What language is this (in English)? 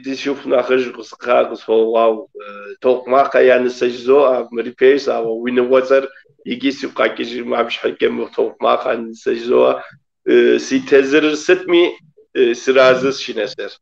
Kabardian